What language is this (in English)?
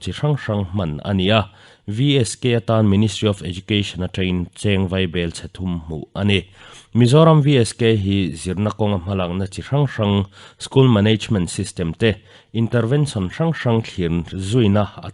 Mizo